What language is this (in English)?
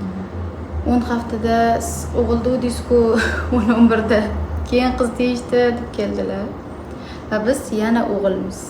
Uzbek